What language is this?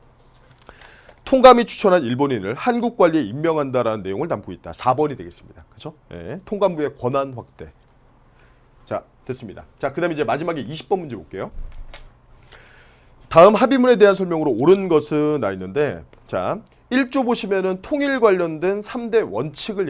Korean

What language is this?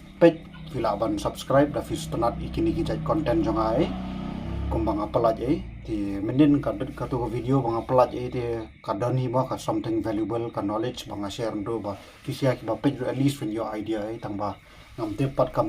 Khasi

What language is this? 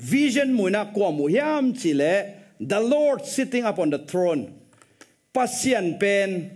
Tedim Chin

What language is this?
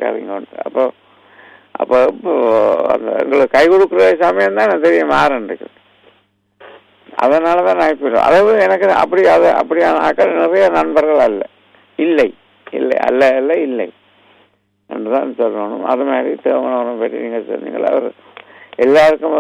Tamil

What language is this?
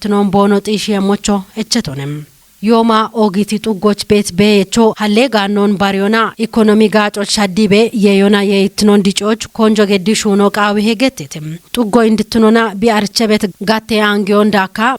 Kafa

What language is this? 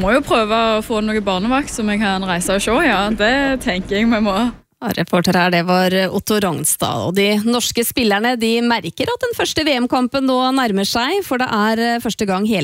Norwegian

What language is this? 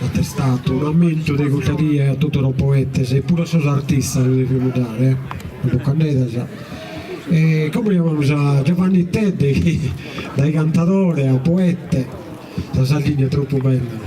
Sardinian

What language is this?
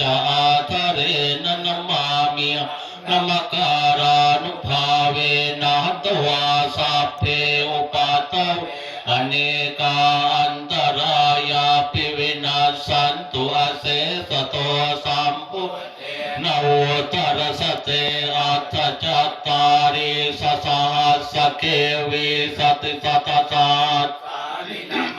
Pali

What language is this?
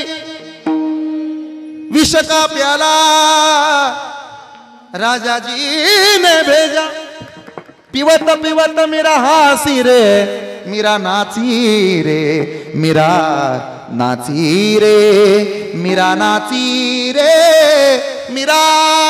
Marathi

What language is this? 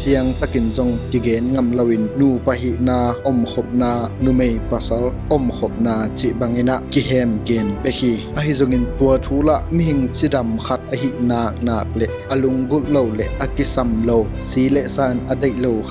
Tedim Chin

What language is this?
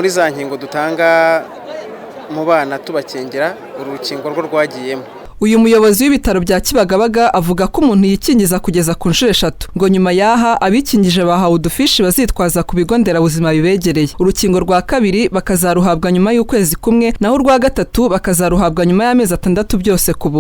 Kinyarwanda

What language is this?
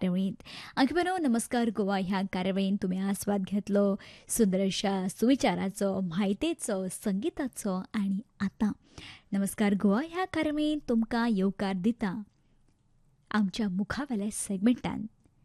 Konkani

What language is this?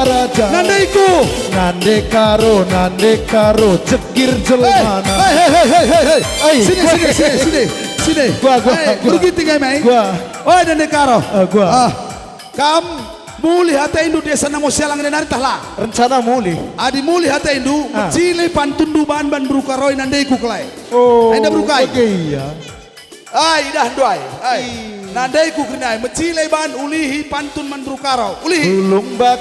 Batak Karo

